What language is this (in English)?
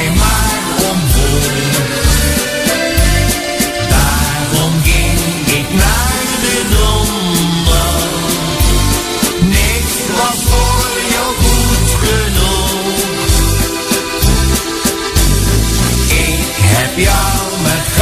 Dutch